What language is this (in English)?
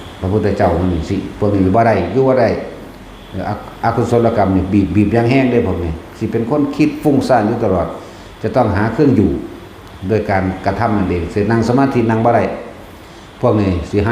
Northeastern Thai